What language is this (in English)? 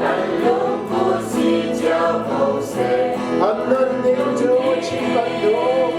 Hakha Chin